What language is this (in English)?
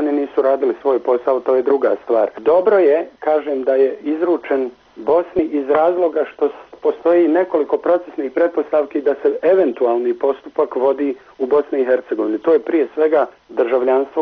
Bosnian